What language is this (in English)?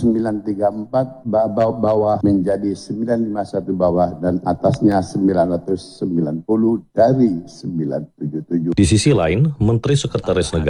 Indonesian